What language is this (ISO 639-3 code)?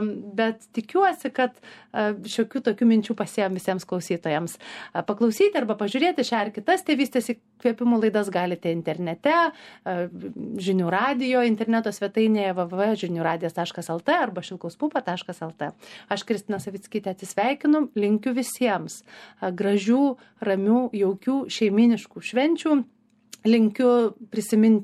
lit